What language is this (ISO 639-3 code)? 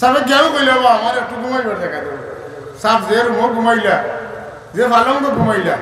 syl